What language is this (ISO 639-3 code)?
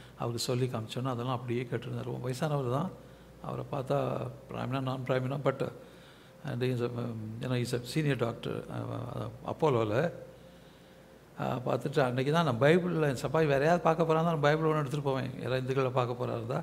tam